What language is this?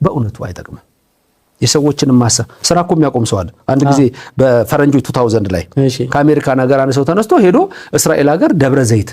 Amharic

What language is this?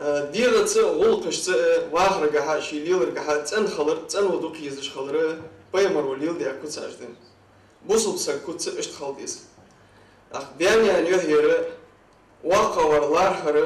Ingush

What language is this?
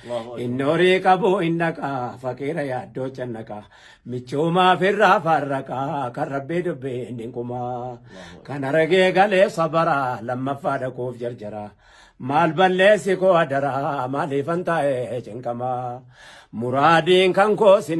Oromo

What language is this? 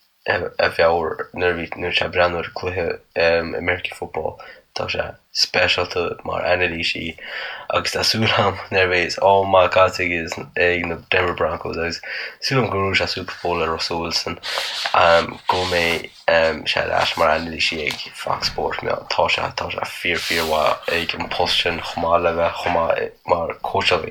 Irish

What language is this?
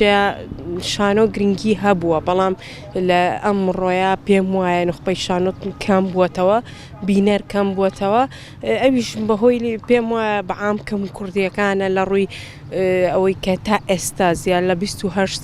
Central Kurdish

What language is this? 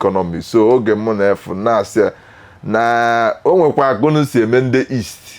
Igbo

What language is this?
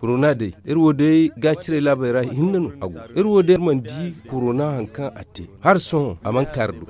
Zarma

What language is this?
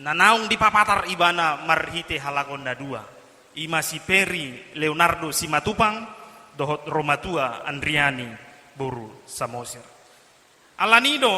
Batak Toba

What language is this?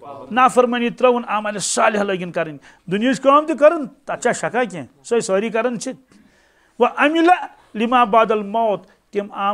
Kashmiri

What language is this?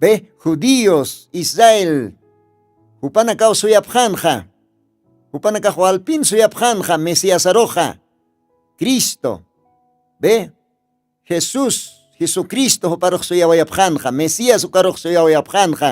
Aymara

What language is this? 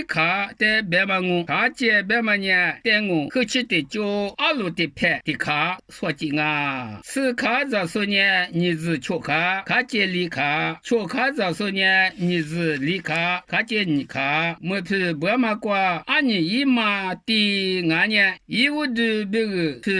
Lisu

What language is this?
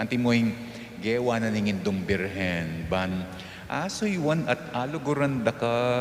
Pampanga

